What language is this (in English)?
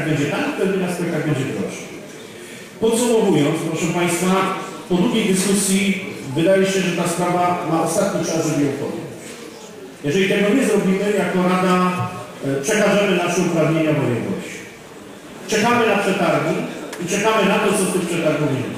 Polish